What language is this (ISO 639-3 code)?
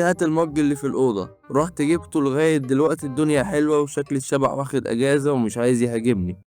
arz